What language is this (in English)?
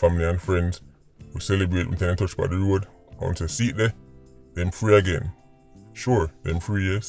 Jamaican Creole English